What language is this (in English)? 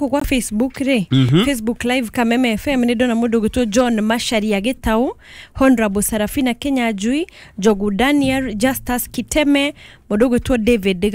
Kikuyu